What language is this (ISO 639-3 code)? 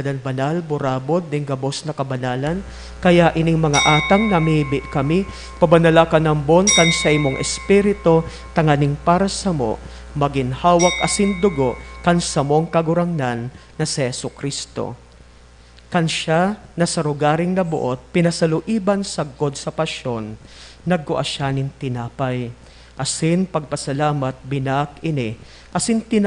bik